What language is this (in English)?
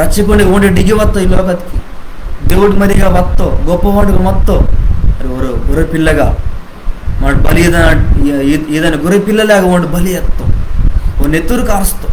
Koya